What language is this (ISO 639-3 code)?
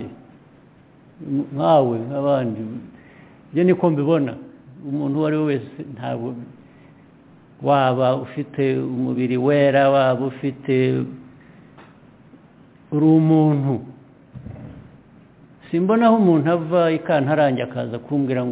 kin